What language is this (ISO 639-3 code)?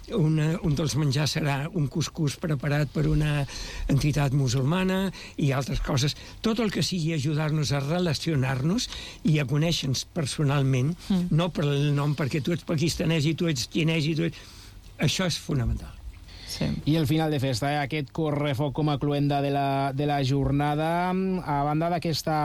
cat